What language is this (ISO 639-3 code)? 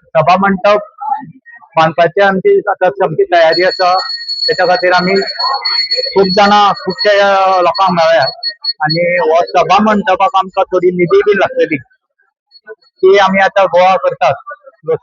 kok